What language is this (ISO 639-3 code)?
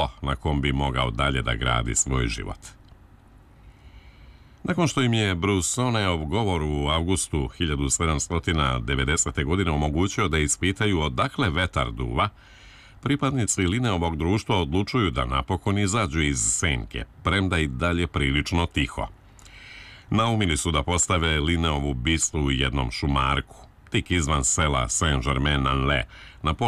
srp